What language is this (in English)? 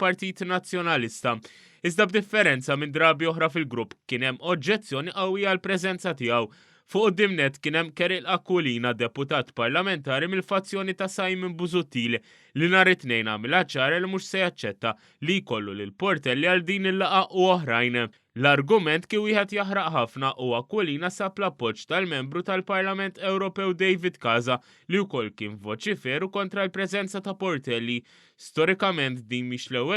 Maltese